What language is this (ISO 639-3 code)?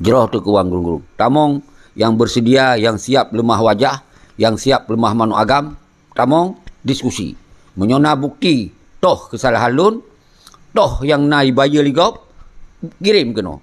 ace